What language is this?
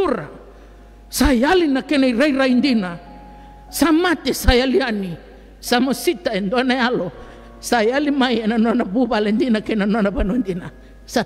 Fijian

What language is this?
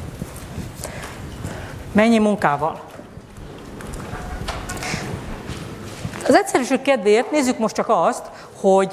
Hungarian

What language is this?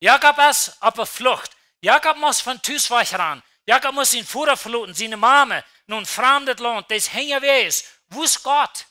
Plautdietsch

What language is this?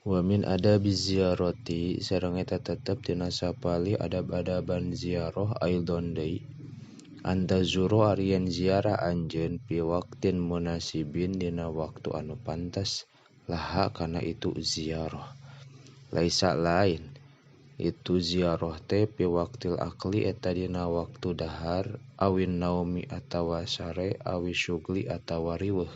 Sundanese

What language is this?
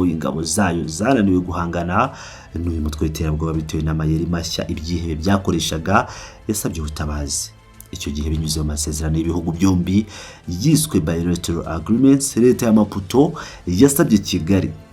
Kinyarwanda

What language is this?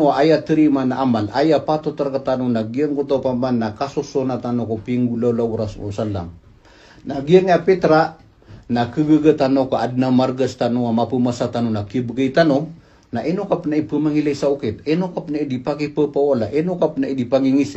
Maranao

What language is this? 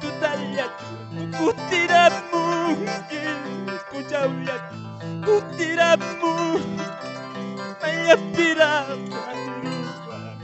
Quechua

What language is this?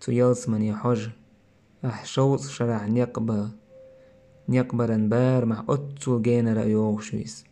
Chechen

